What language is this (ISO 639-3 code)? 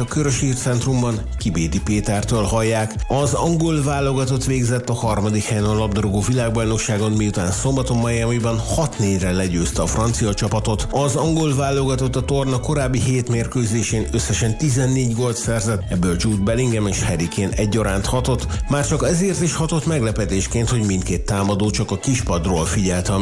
hun